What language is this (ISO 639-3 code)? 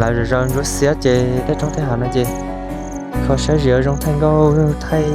hmn